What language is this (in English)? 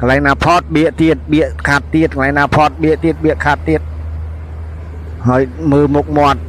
Khmer